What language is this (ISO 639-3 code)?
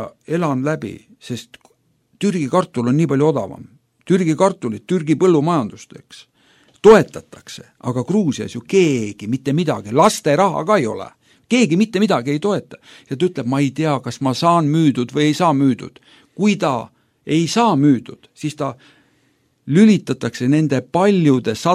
est